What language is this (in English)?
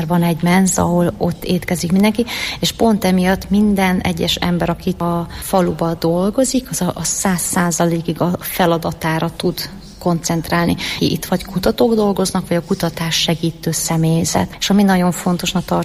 Hungarian